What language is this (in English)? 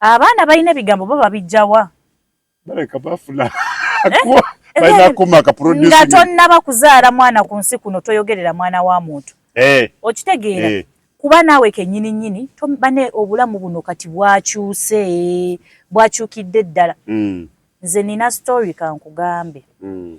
Ganda